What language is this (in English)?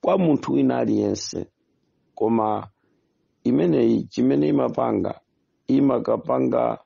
Nyanja